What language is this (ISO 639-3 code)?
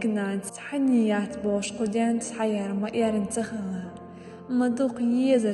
che